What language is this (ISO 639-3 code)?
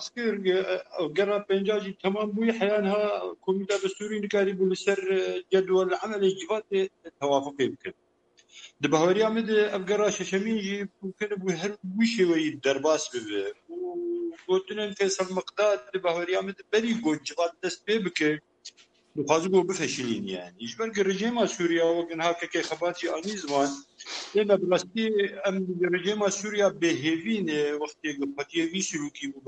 kur